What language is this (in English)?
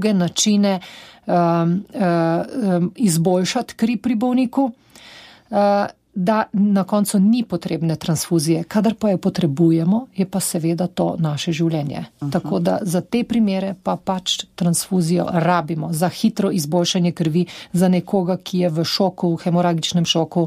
Slovenian